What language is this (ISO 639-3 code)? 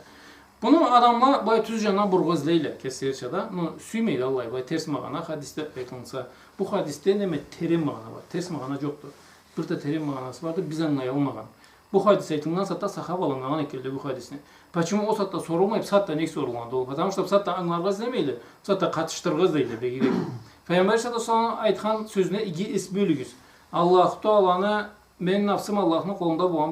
krc